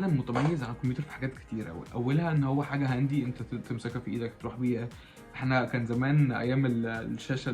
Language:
Egyptian Arabic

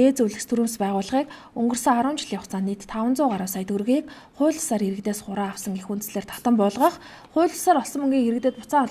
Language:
Mongolian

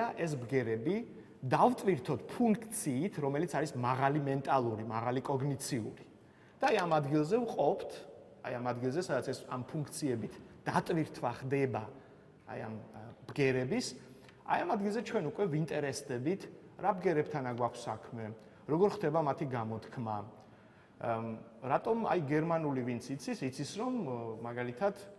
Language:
Georgian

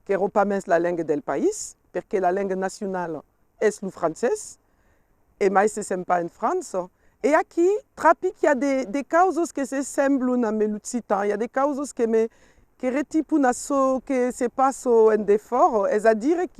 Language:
Occitan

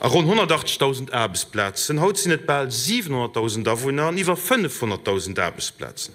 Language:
Luxembourgish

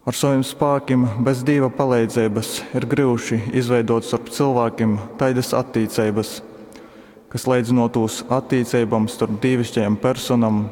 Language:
Latgalian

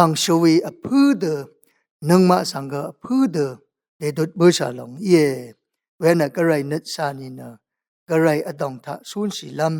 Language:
Rawang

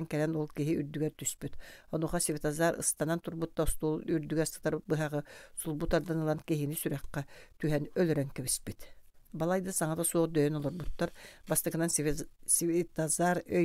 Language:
Yakut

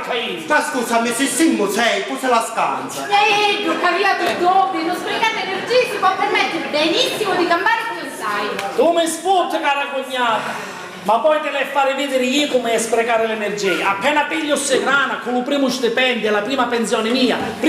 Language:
Sicilian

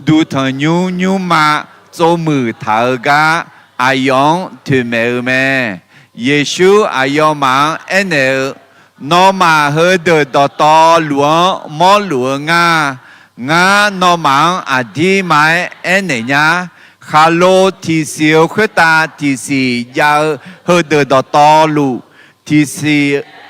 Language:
Akha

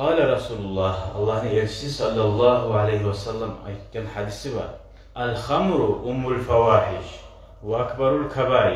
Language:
Kumyk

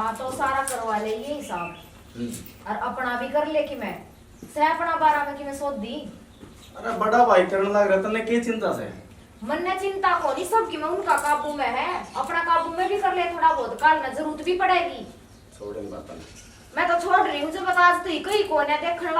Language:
Haryanvi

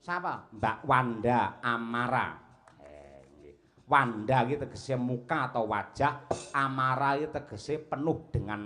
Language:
Javanese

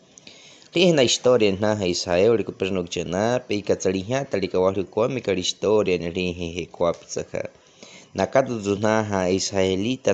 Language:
Baniwa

